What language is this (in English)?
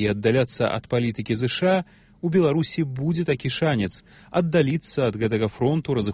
Belarusian